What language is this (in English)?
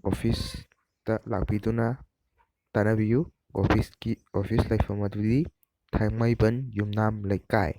Manipuri